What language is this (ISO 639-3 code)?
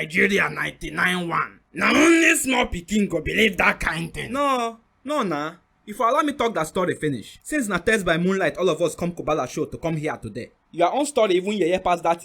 pcm